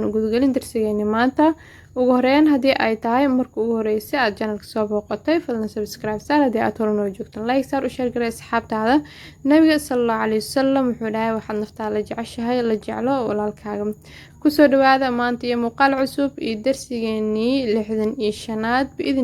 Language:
Somali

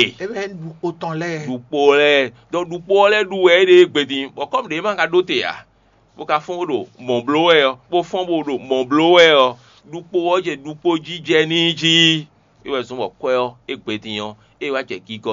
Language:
Fon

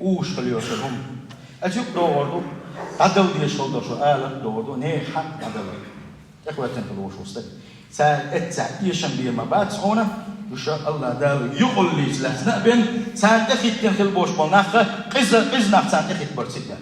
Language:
Chechen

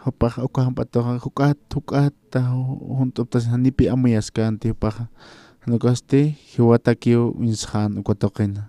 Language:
Aymara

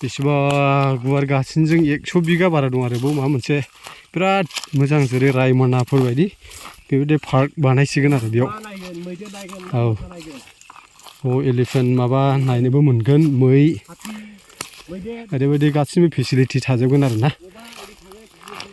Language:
Bodo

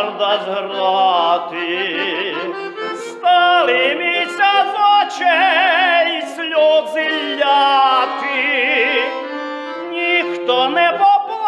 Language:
Rusyn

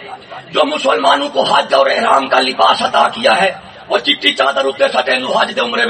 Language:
Saraiki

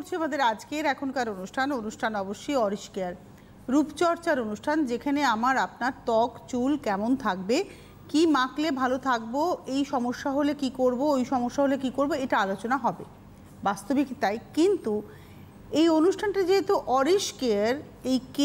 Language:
Bangla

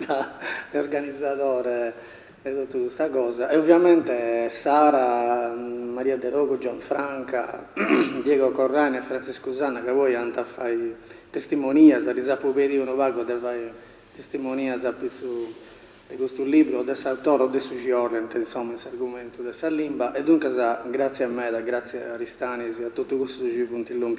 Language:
Sardinian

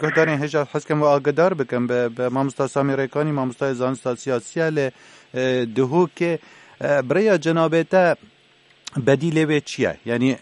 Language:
Kurdish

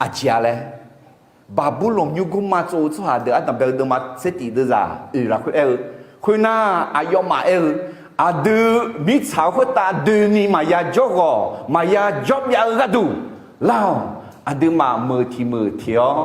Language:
Akha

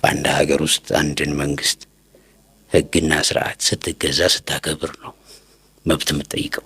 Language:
Amharic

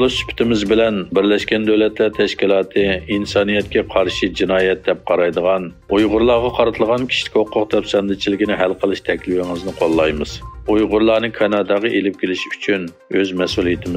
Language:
Uyghur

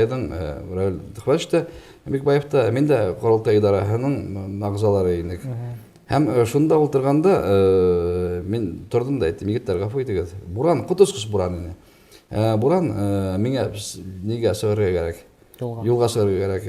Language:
Bashkir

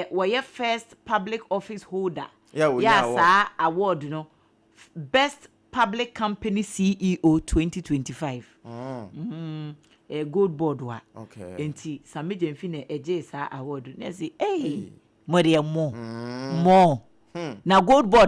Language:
Akan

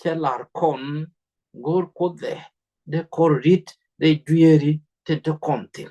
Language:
Nuer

